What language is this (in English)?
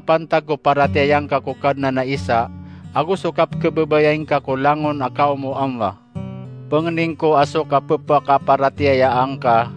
Maranao